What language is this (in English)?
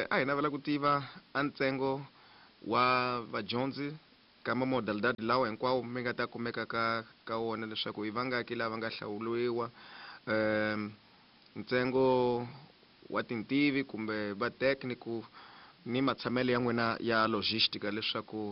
Tsonga